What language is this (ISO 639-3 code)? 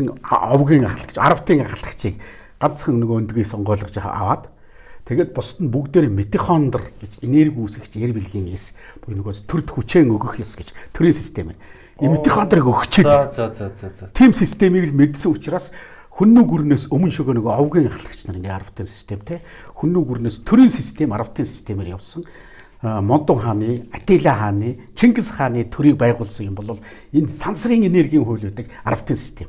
mon